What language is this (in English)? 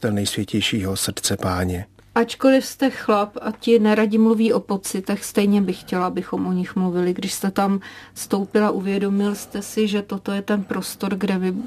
Czech